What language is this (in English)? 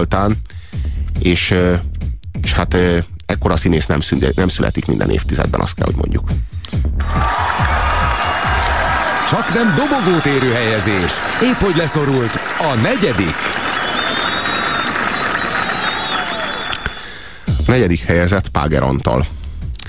Hungarian